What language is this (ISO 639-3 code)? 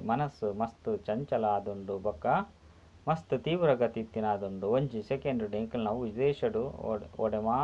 tcy